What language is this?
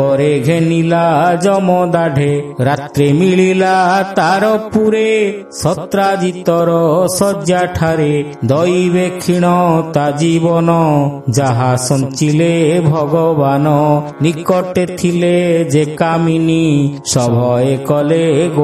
Odia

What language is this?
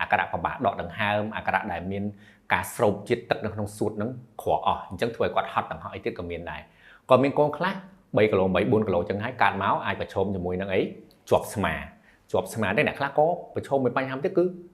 Khmer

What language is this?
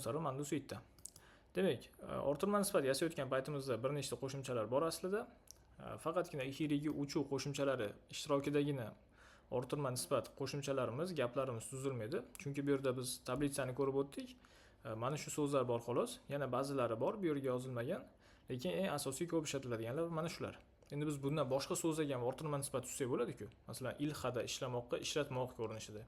Uzbek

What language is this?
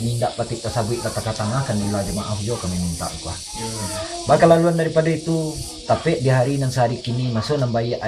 Minangkabau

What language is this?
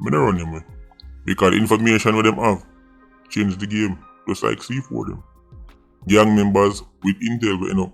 Jamaican Creole English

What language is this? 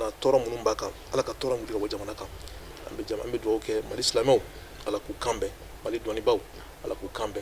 Bambara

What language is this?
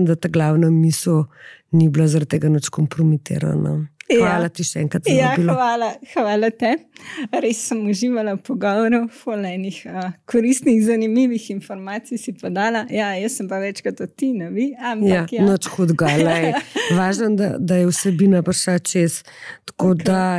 Slovenian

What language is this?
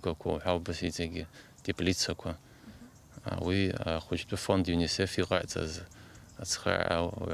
Abkhazian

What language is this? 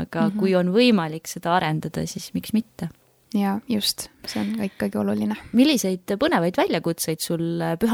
Estonian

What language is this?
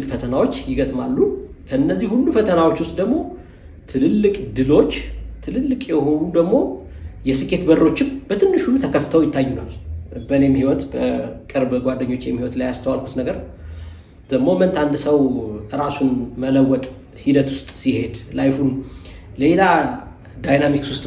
Amharic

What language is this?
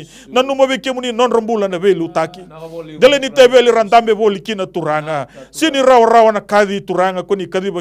Fijian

